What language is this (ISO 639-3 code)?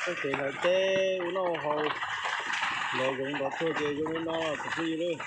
hmn